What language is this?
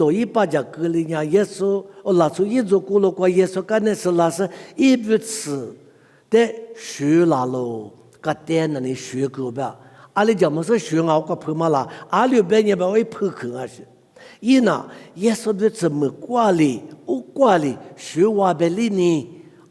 Lisu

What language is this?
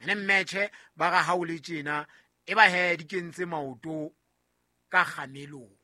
Southern Sotho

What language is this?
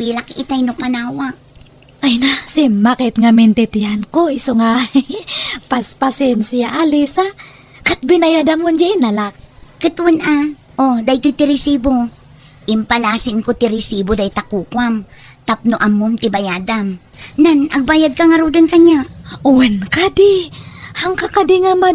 Iloko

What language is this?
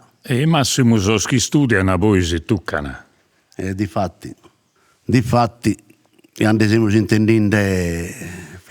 Sardinian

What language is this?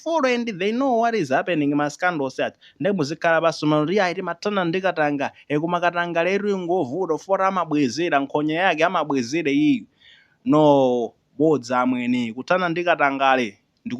Nyanja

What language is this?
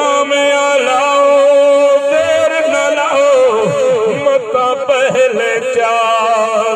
Saraiki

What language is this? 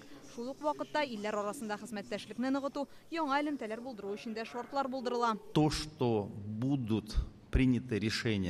Tatar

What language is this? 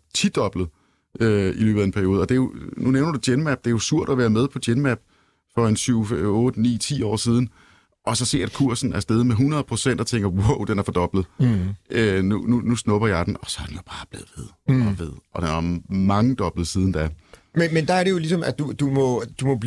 Danish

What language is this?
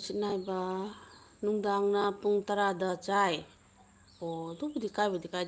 Manipuri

